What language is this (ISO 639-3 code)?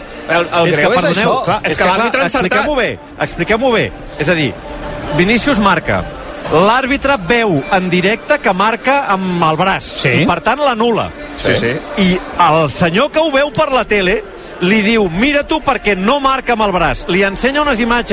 cat